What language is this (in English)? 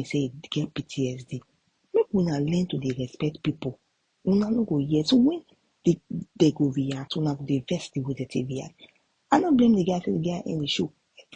Nigerian Pidgin